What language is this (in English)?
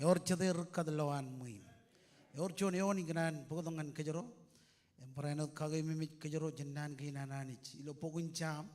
Marshallese